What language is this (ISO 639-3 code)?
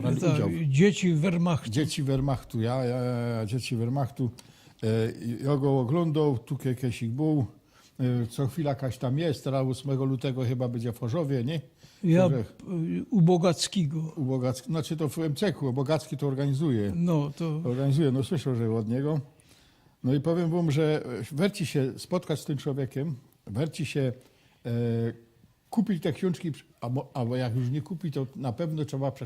szl